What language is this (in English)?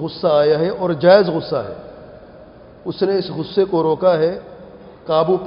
Urdu